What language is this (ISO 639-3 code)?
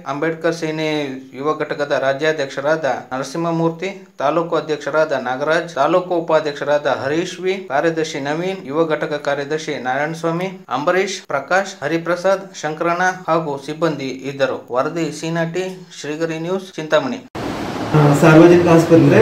kan